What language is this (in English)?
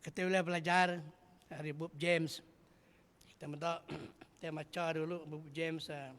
Iban